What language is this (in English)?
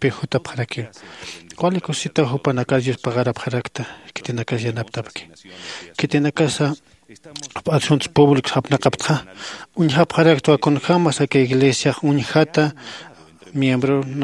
Aymara